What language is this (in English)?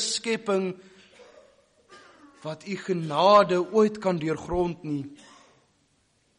Afrikaans